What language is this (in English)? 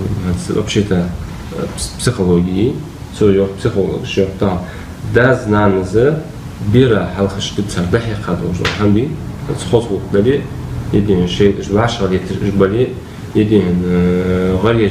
Ingush